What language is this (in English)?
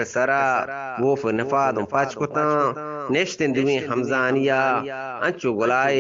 Eastern Balochi